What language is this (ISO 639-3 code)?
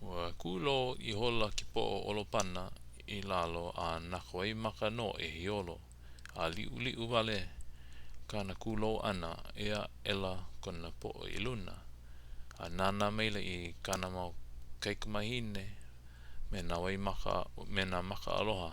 haw